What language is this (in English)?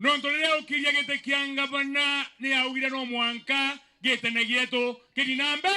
Meru